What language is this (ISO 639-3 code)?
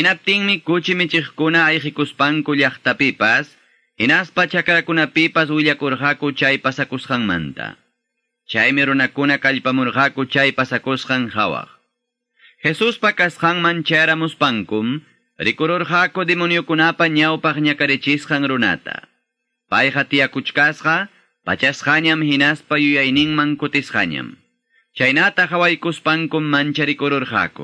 que